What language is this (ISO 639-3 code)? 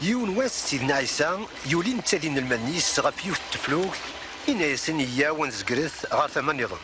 kab